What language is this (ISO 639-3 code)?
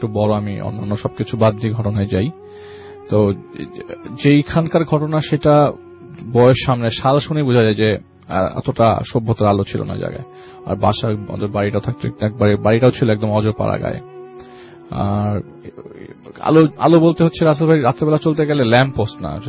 ben